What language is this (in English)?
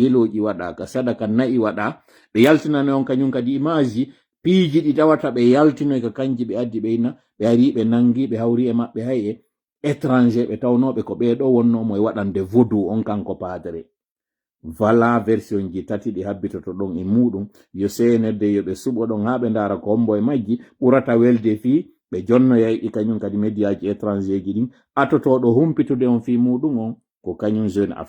Pular